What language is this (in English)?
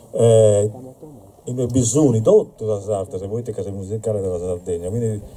Italian